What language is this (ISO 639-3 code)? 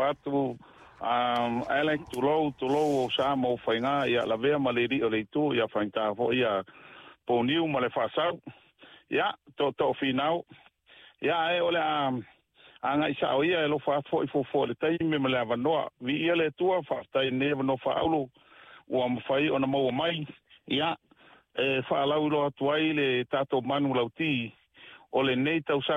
smo